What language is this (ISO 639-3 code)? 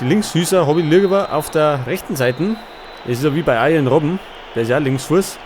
bar